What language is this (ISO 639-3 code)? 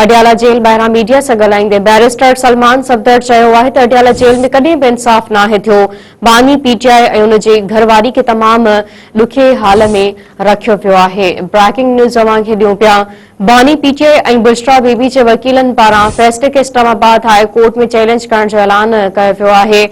snd